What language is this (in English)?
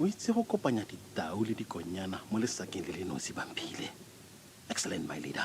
Tswana